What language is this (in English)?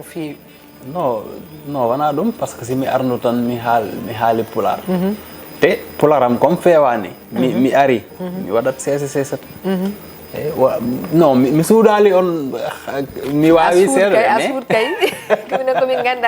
Fula